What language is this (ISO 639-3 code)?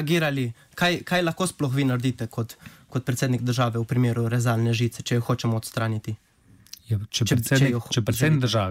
slv